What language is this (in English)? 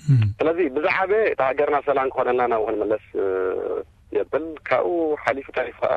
Tigrinya